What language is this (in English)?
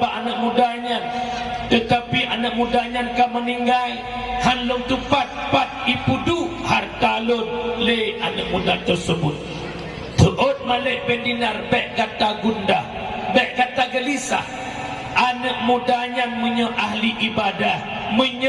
Achinese